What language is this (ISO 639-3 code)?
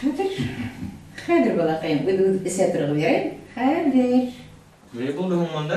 bak